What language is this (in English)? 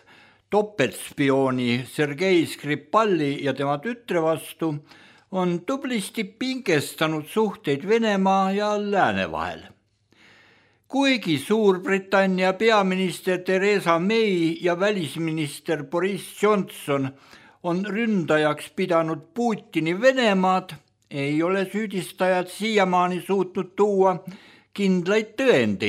Estonian